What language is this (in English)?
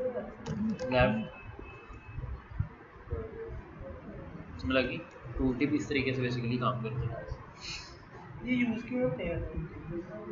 Hindi